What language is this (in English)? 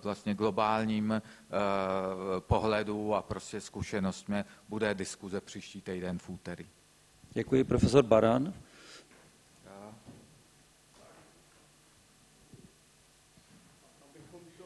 Czech